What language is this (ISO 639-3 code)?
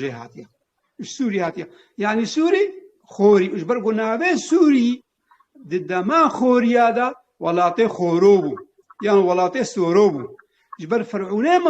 kur